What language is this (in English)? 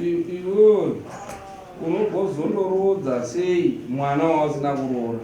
Shona